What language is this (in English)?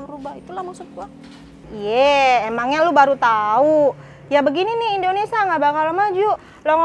Betawi